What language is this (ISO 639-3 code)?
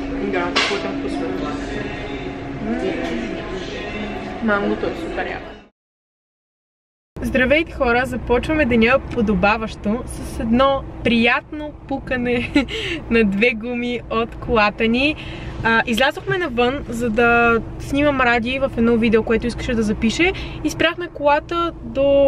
bul